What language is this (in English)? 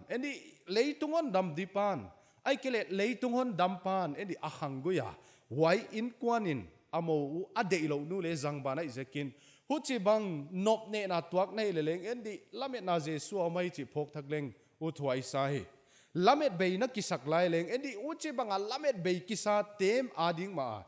Paite Chin